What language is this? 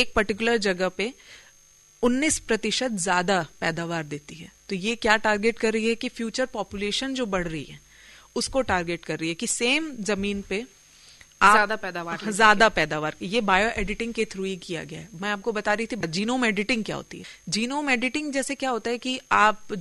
Hindi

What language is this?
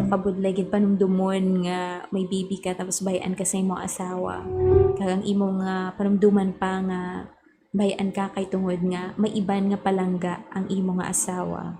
Hiligaynon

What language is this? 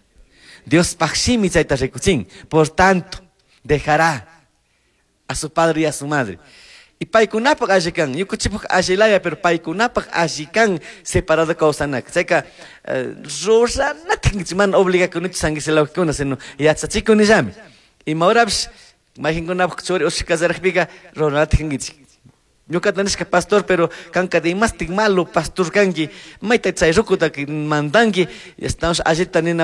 Chimborazo Highland Quichua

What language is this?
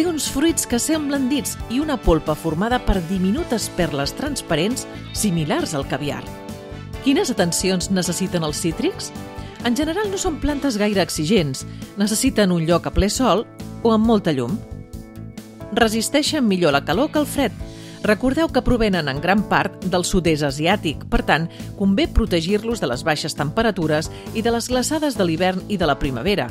Catalan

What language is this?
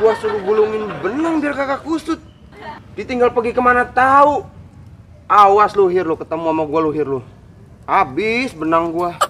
Betawi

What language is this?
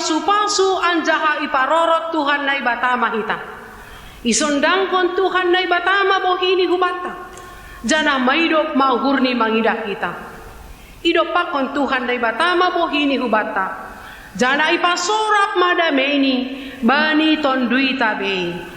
Batak Simalungun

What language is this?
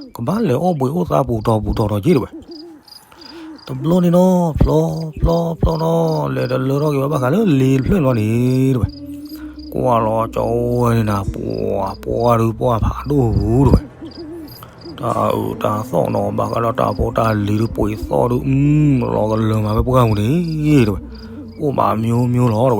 S'gaw Karen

